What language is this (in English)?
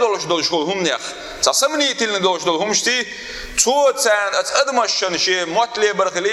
Chechen